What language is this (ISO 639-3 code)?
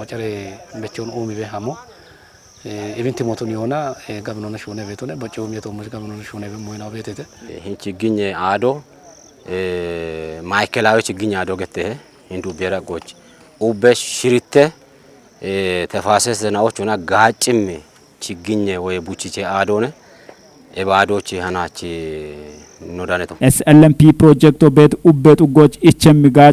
kbr